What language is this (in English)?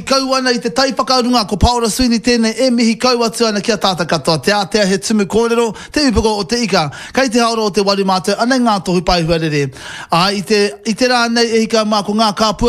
Māori